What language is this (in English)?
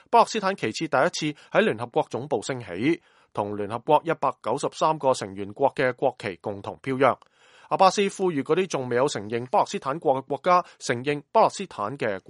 Cantonese